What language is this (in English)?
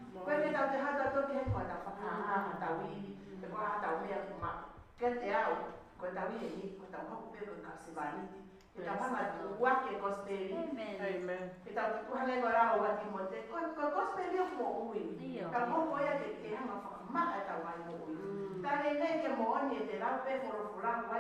Tongan